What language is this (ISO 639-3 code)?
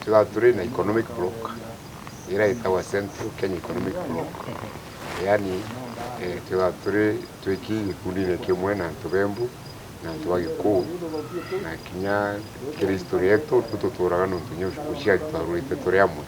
mer